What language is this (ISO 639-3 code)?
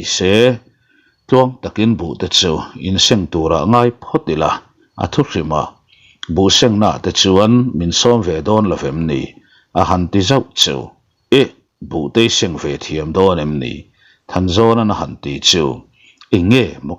lus